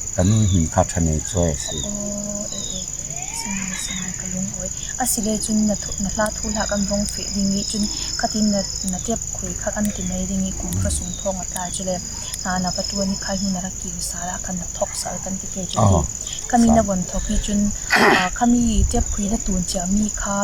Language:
Falam Chin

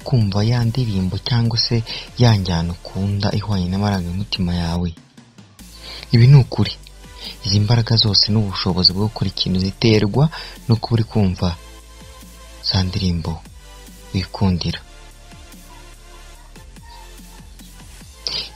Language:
Kinyarwanda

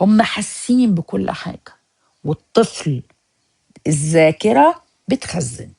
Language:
Egyptian Arabic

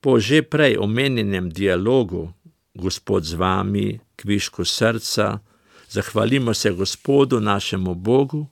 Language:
Slovenian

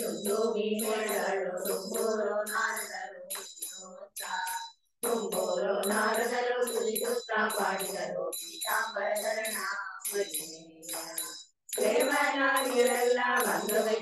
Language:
Kannada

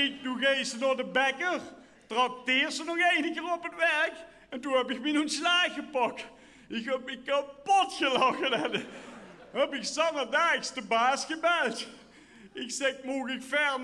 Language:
Limburgish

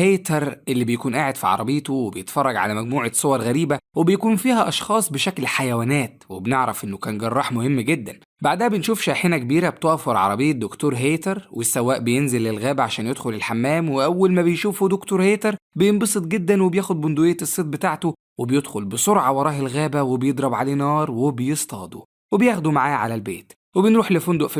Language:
Egyptian Arabic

